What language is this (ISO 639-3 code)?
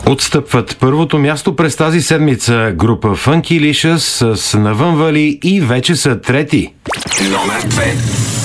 bul